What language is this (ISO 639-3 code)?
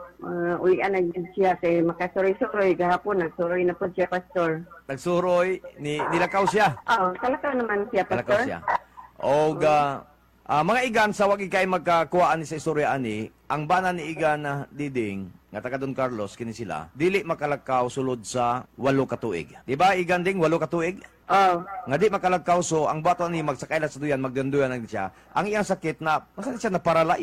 ceb